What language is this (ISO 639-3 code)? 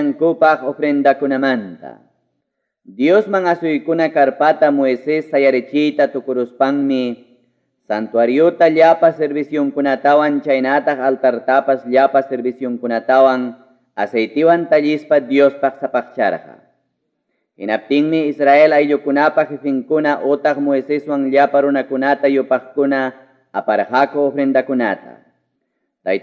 quy